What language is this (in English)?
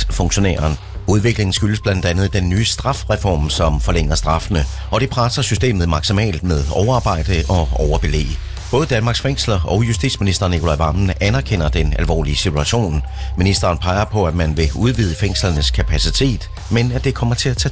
Danish